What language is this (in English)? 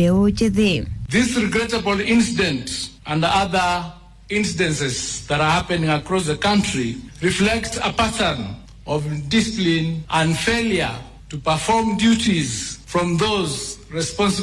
Kikuyu